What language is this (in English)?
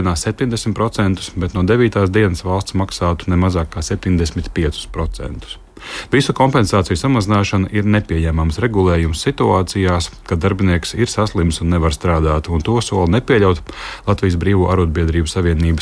Latvian